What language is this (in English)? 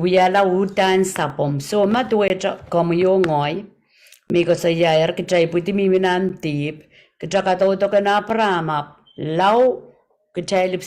Pohnpeian